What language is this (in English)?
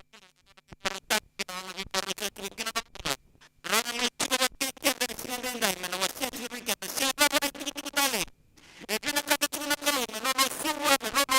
Fijian